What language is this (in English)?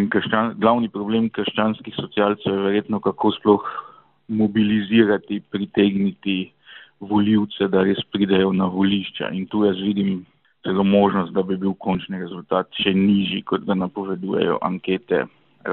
Slovenian